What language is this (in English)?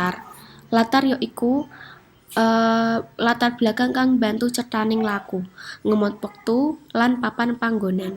Javanese